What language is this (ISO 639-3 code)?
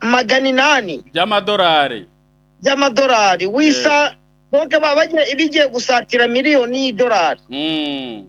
kin